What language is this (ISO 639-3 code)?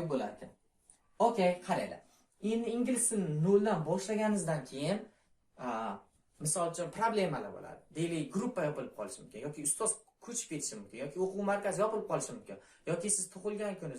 uzb